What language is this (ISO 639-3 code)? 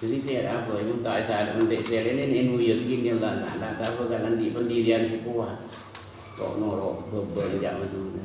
mad